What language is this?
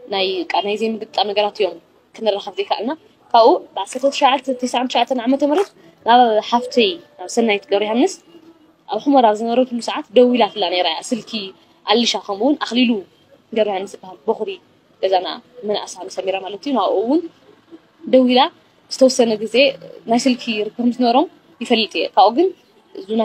Tigrinya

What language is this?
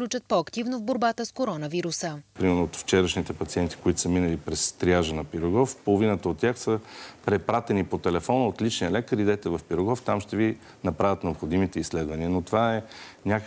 Bulgarian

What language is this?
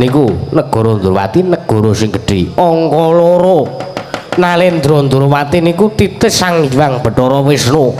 Javanese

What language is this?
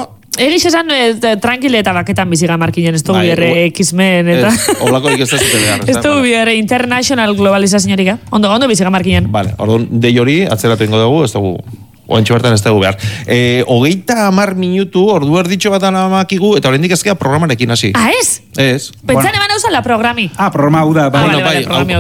Basque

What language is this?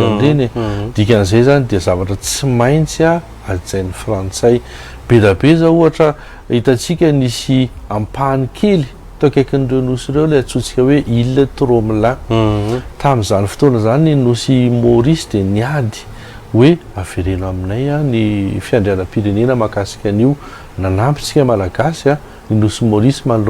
Malagasy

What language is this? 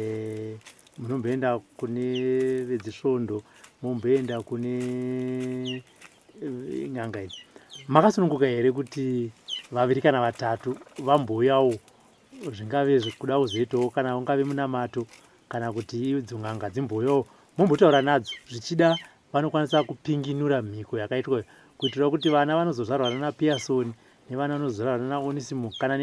Shona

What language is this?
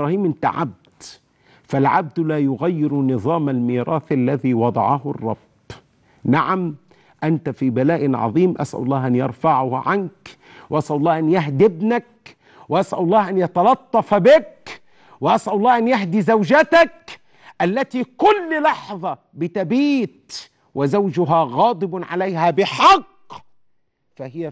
Arabic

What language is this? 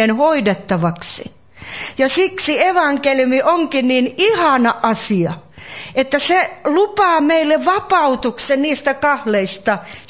Finnish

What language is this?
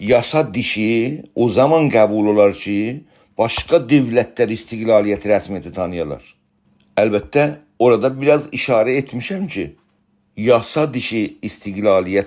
South Azerbaijani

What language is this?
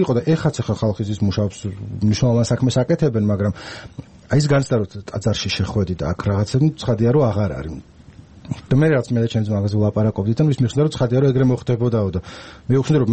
Georgian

